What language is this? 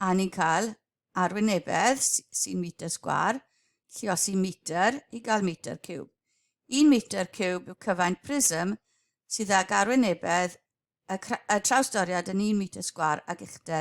Welsh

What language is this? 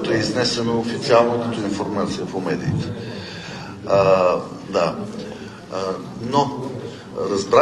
Bulgarian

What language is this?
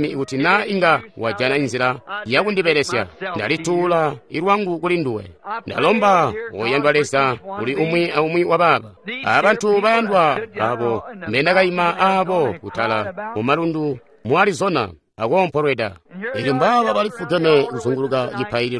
Tonga (Zambia)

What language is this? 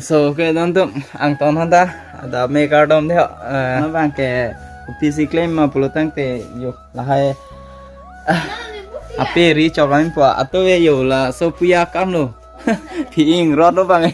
Karbi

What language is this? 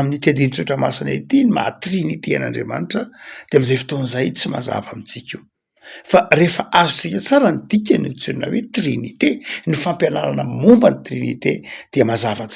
Malagasy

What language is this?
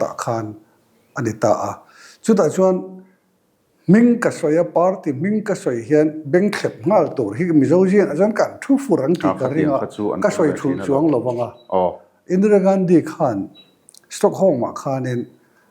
Mizo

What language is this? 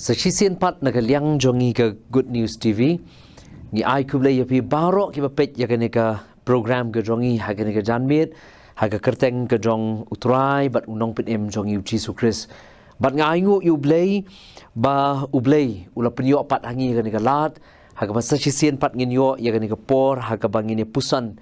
Khasi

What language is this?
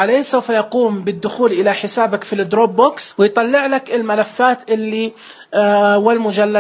Najdi Arabic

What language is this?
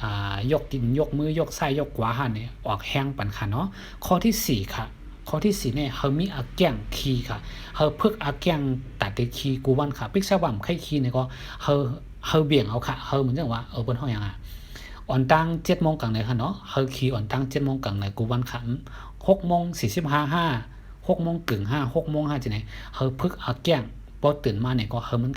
Shan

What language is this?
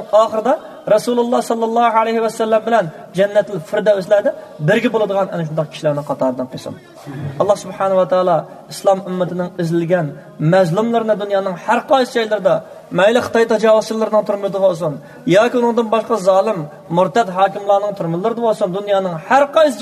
Uyghur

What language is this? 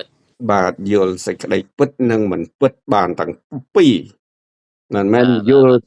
Khmer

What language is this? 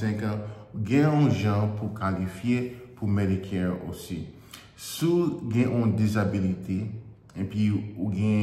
Haitian Creole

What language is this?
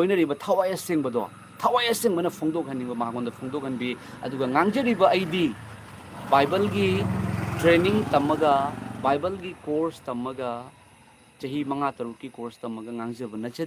Manipuri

